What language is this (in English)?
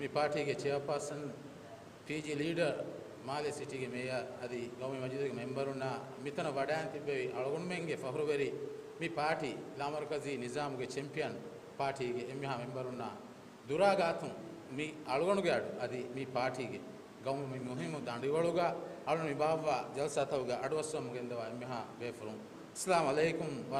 Divehi